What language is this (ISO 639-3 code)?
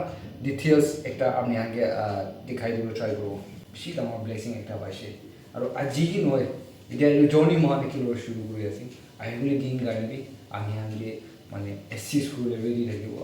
nag